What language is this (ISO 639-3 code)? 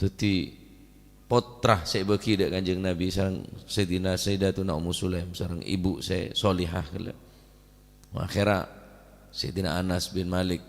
mad